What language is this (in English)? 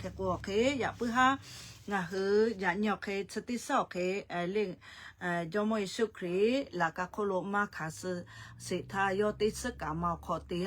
Lahu